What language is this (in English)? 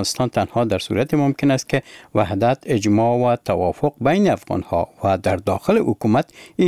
Persian